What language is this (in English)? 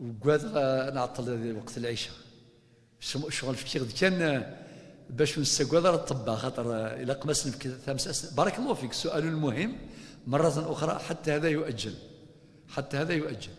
Kabyle